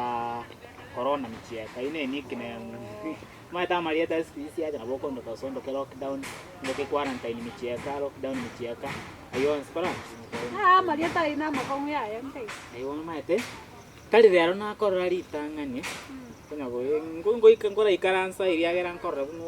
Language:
Gusii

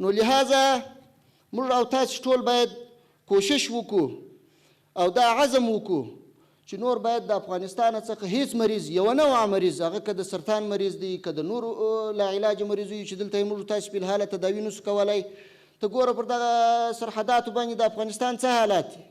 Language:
Pashto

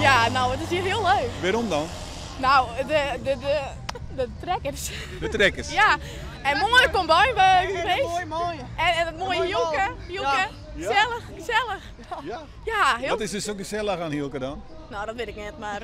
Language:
Western Frisian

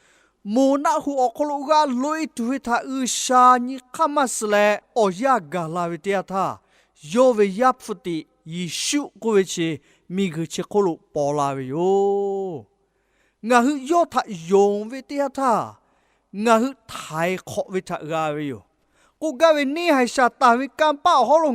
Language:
Lahu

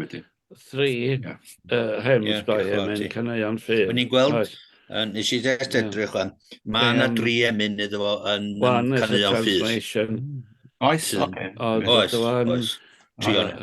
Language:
Welsh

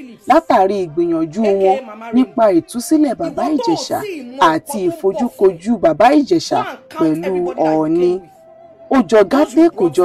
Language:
Yoruba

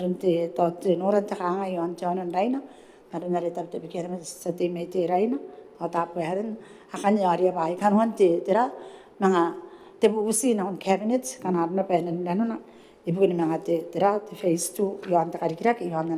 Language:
Gilbertese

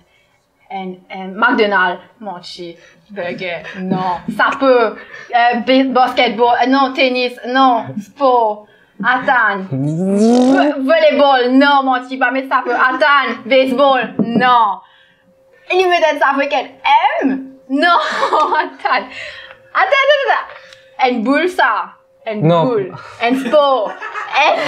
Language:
Morisyen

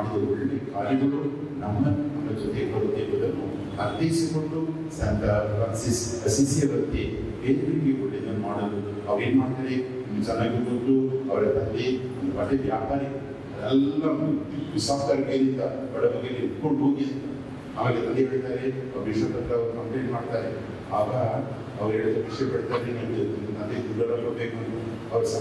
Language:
Kannada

